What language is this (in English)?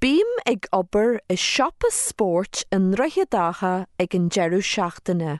Irish